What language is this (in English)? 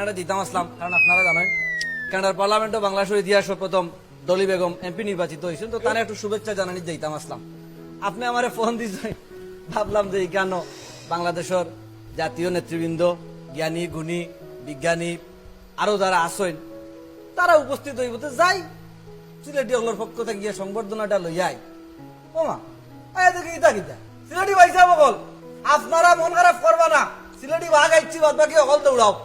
Sylheti